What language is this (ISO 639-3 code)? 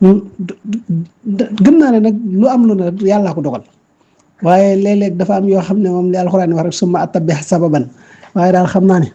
wol